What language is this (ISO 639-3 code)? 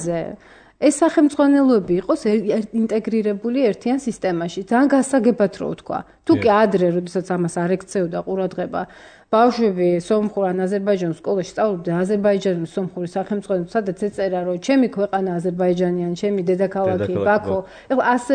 kat